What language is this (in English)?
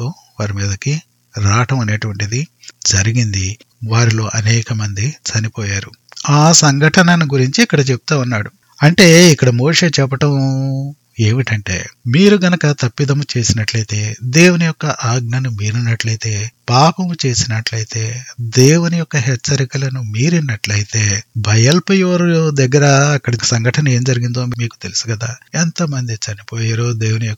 Telugu